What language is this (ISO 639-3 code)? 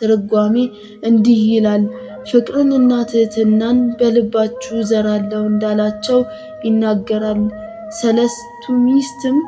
amh